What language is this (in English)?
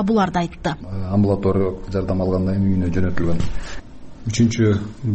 Kyrgyz